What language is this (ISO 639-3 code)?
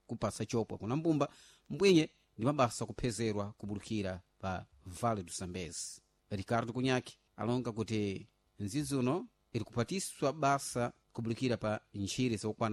seh